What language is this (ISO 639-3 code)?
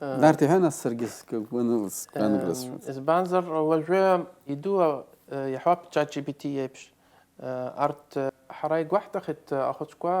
abk